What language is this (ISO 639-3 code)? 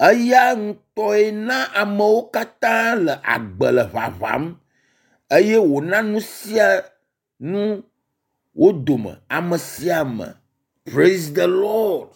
ewe